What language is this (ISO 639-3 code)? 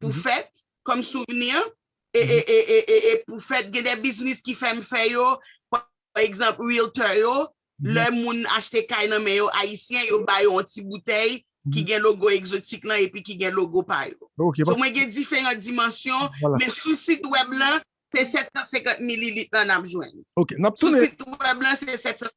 hat